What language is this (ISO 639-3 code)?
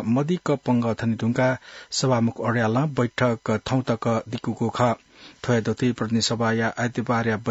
new